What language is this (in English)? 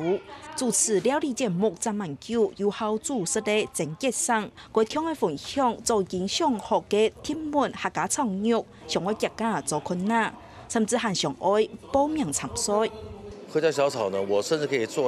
Hakka Chinese